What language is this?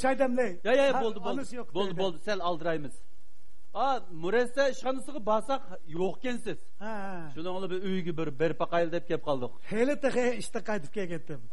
Uyghur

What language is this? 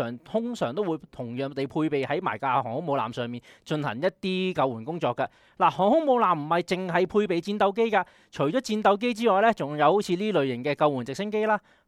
Cantonese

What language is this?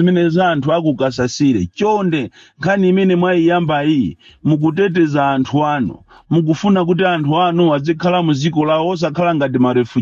Nyanja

